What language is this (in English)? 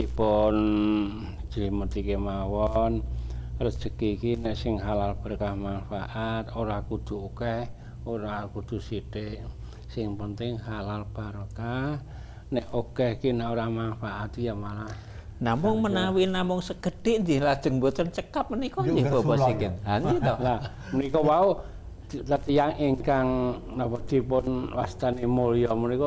Javanese